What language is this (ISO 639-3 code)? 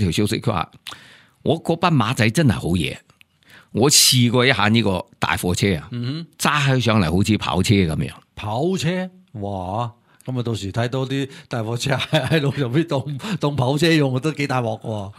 yue